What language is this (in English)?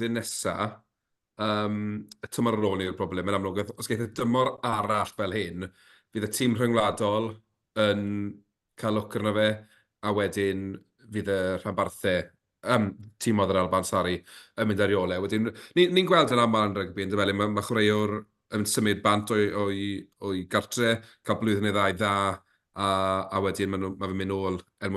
Welsh